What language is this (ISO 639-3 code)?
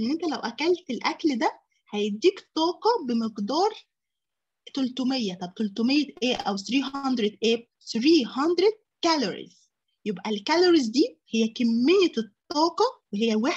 arz